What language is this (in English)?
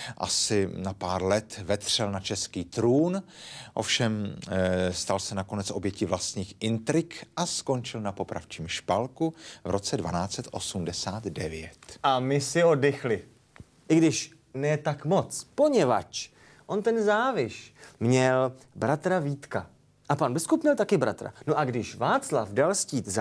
Czech